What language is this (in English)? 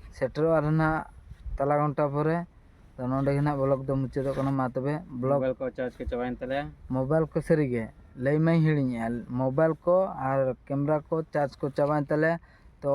Santali